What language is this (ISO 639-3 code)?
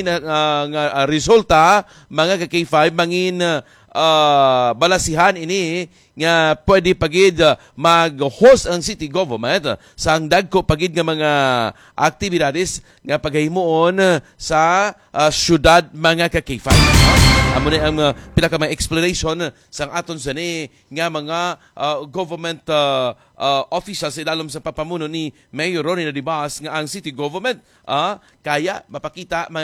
hil